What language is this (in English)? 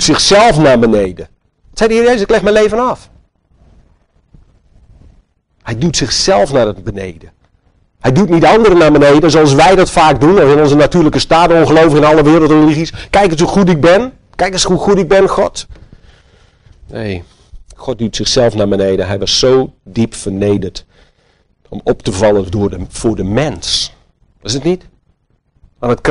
Dutch